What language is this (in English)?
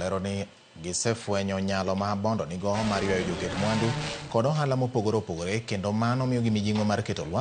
Luo (Kenya and Tanzania)